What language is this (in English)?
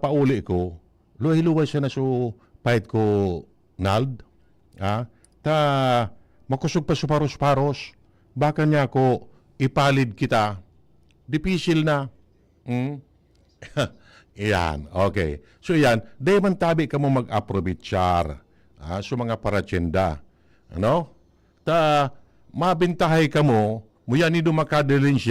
Bikol